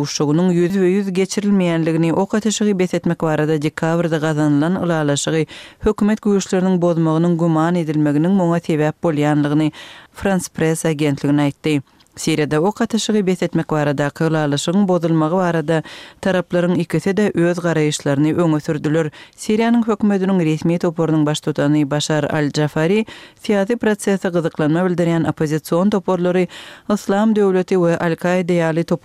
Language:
Kyrgyz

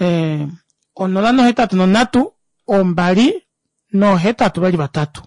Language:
Kuanyama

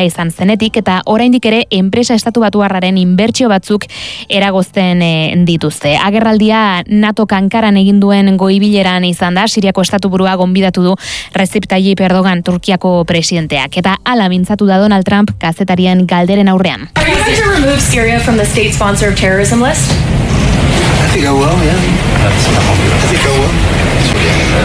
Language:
Basque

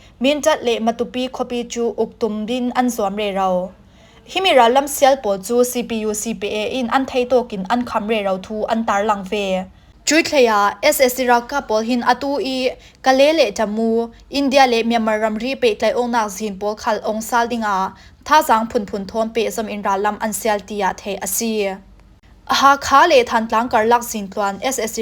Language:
Falam Chin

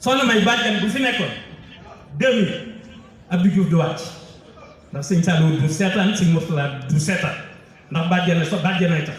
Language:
Wolof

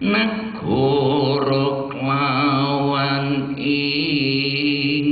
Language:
Javanese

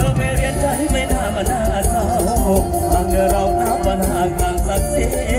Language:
Thai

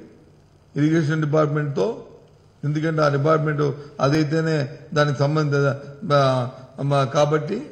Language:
Telugu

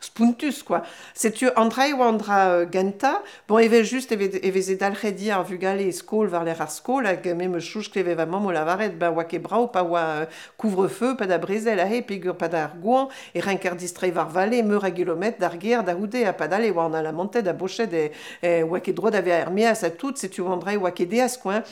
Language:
Breton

